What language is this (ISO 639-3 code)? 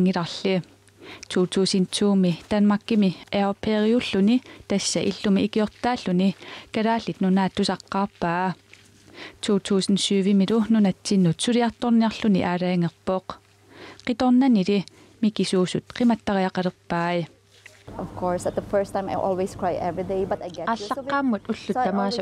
kal